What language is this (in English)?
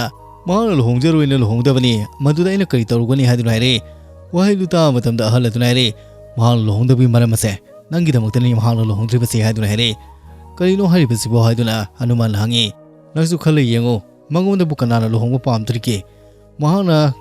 Manipuri